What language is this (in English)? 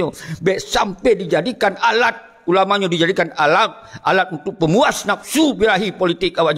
Achinese